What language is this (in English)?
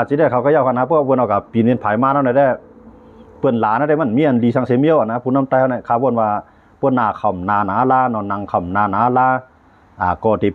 Shan